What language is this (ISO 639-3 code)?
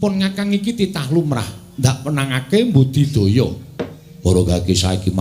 jav